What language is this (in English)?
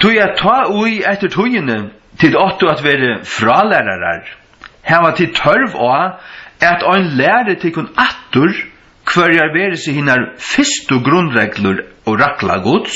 Faroese